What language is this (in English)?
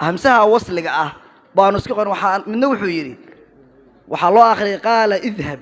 Somali